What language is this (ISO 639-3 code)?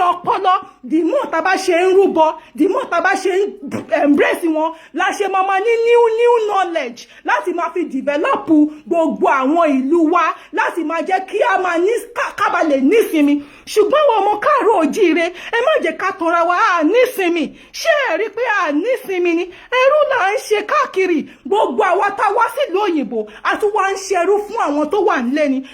yor